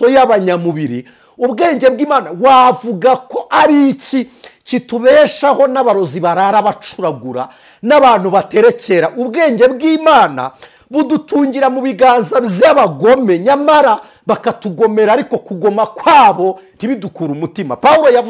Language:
Kinyarwanda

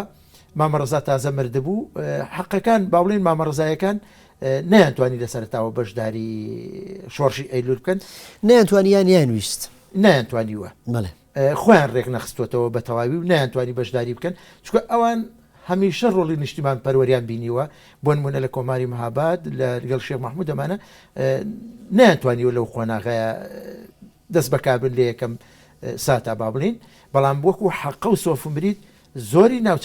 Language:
Central Kurdish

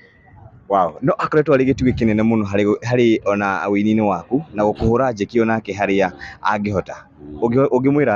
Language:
Kikuyu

